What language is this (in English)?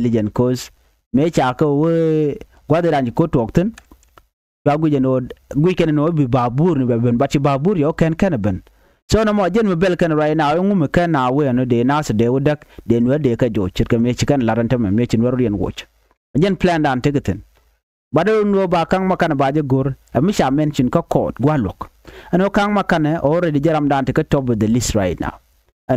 Nuer